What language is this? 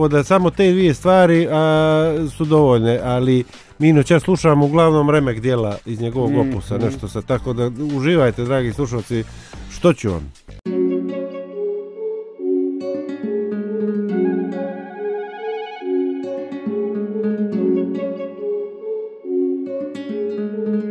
Croatian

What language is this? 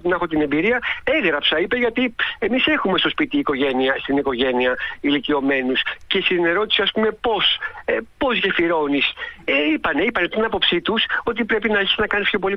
Greek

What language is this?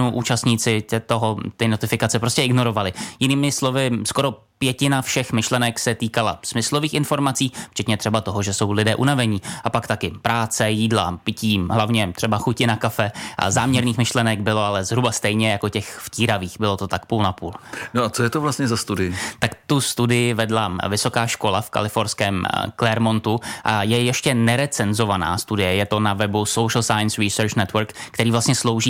Czech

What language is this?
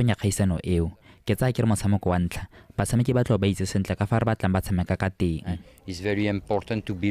Tswana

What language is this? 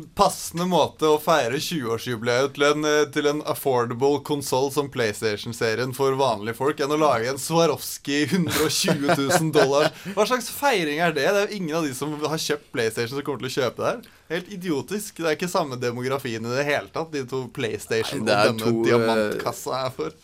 Norwegian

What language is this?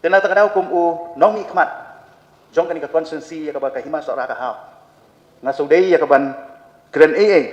Khasi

